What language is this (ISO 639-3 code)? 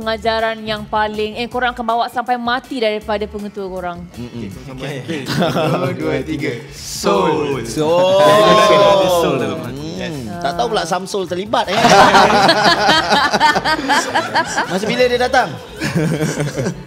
msa